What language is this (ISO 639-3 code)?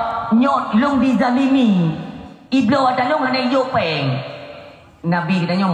ace